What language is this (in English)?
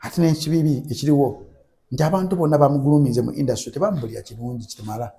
Ganda